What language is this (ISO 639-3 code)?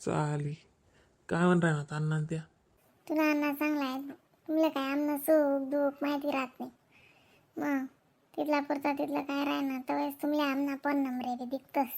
khn